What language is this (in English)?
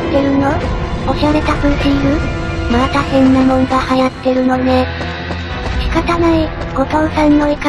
Japanese